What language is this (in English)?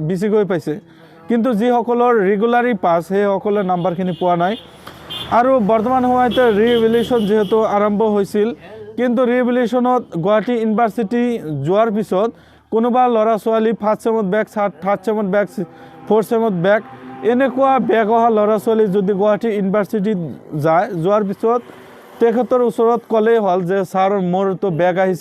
Assamese